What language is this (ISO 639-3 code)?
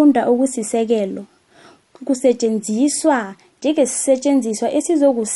nbl